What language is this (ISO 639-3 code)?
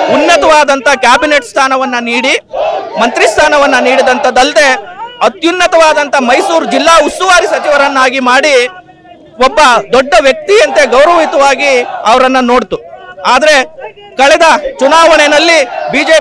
kan